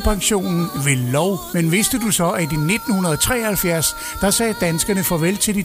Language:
Danish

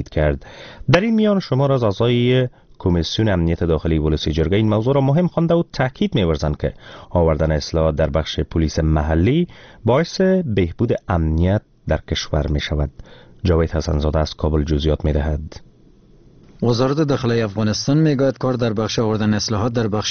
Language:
Persian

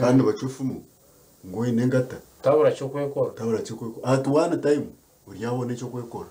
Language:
Nyankole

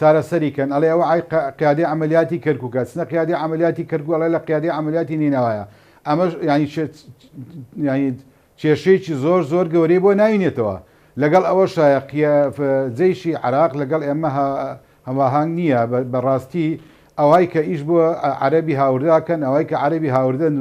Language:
Central Kurdish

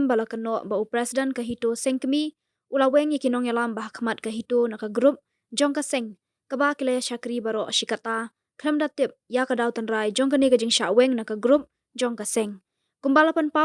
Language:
Khasi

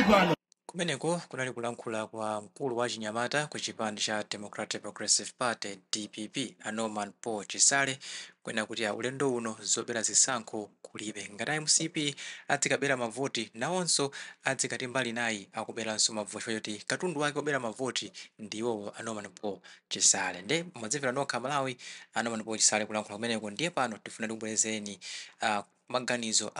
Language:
Nyanja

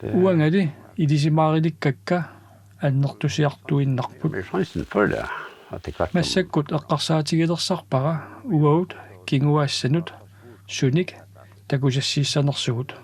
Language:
Kalaallisut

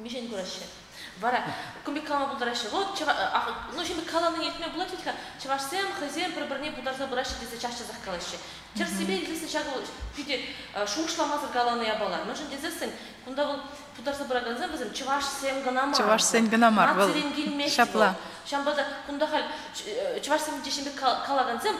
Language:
Chuvash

